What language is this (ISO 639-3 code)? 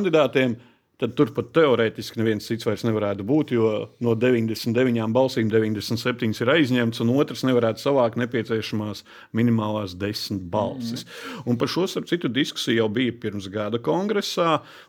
lav